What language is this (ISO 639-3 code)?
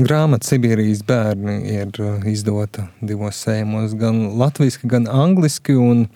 lav